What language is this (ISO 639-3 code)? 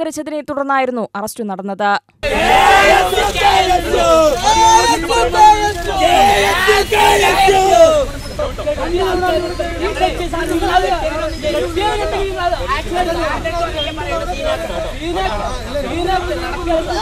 mal